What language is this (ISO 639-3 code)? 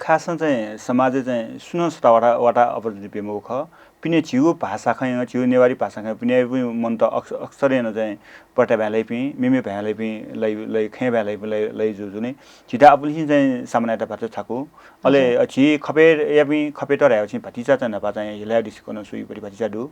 new